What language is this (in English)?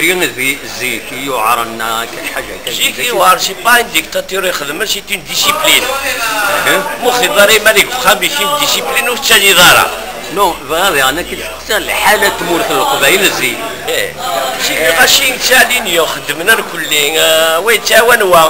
Kabyle